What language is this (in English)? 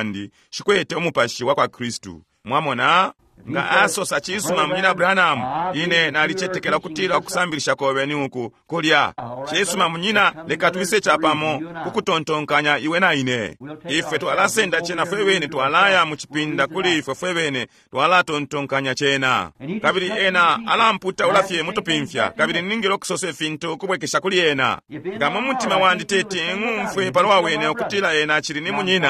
Bemba